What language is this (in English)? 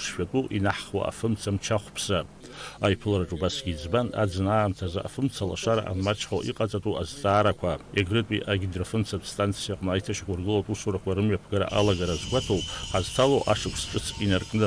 Abkhazian